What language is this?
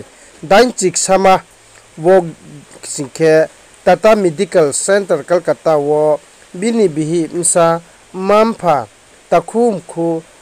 Riang (India)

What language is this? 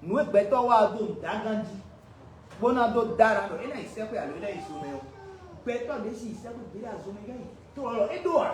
Fon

